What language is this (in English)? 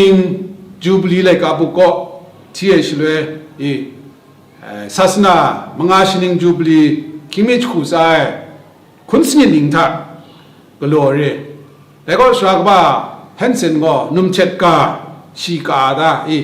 Kachin